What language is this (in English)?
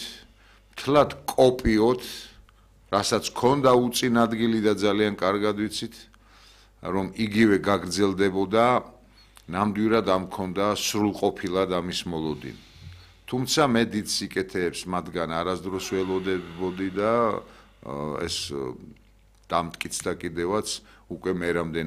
Georgian